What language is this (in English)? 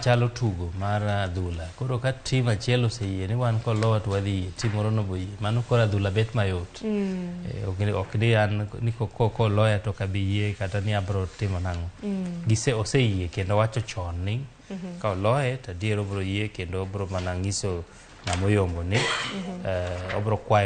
Luo (Kenya and Tanzania)